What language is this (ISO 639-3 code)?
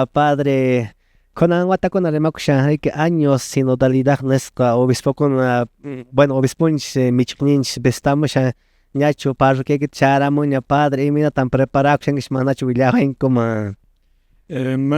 que